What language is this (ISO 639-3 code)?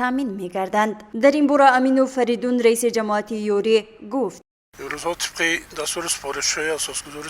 tgk